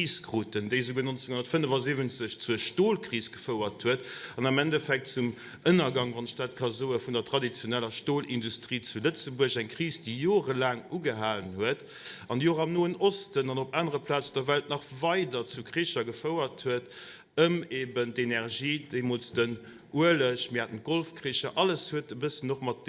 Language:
Luxembourgish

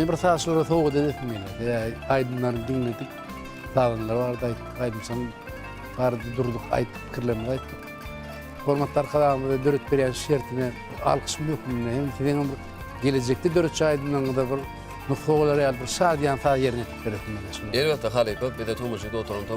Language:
Turkmen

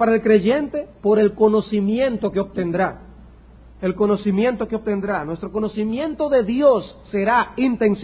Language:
Spanish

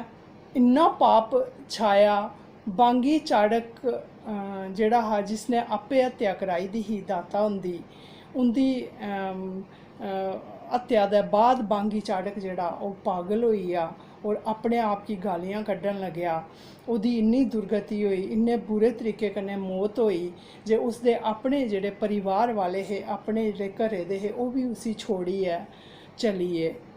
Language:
Dogri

